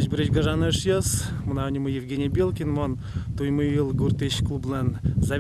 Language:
Udmurt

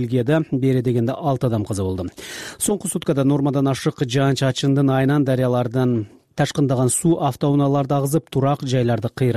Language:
Kyrgyz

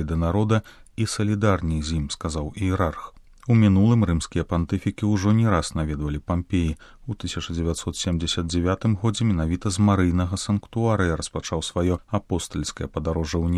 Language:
Belarusian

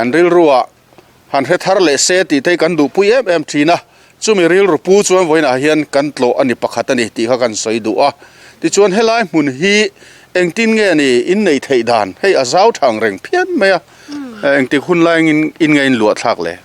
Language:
Mizo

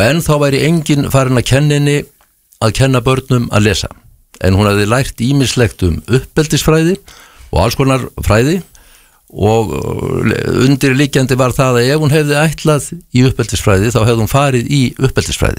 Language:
Icelandic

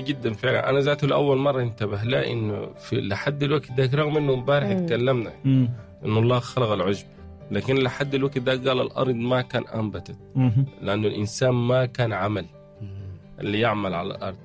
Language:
Sudanese Arabic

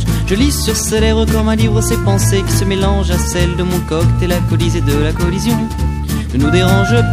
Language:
French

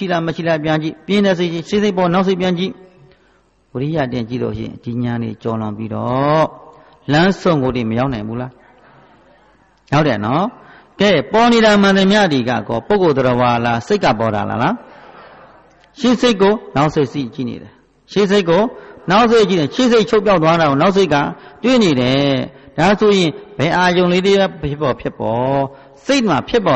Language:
Burmese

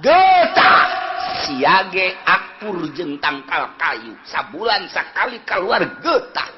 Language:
Sundanese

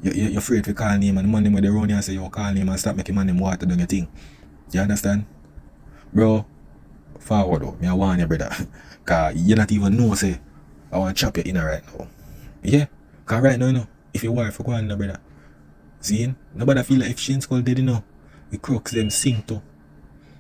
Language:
Jamaican Creole English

